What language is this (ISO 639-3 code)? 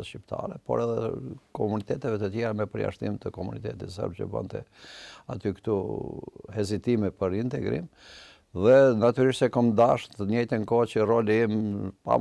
sqi